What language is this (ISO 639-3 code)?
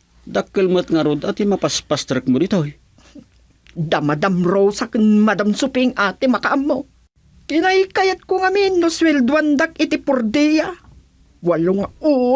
ilo